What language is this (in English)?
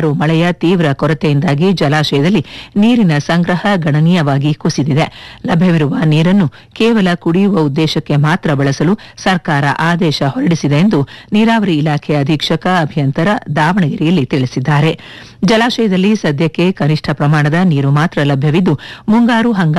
Kannada